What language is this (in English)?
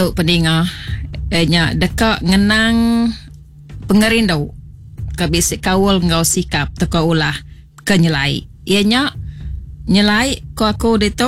Iban